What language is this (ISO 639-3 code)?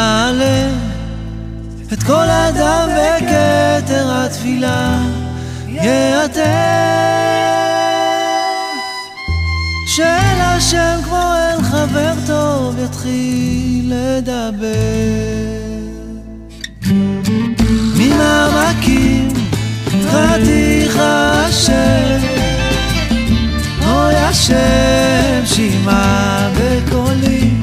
heb